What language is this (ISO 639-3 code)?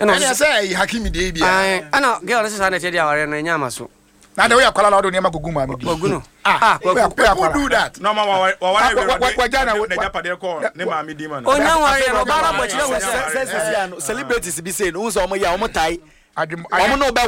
aka